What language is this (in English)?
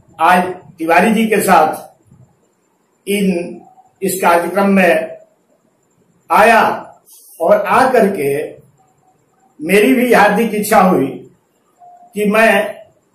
Hindi